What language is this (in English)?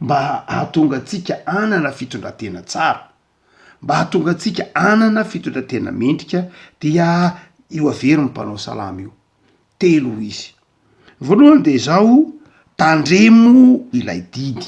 Malagasy